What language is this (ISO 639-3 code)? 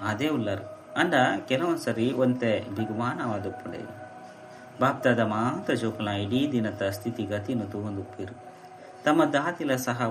tcy